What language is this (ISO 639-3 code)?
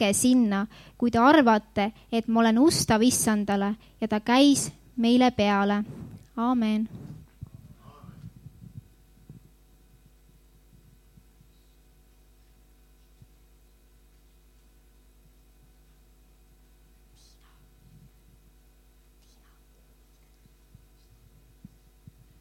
est